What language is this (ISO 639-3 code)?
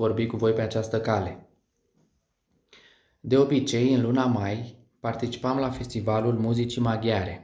ron